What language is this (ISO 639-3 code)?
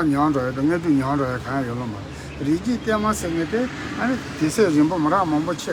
bod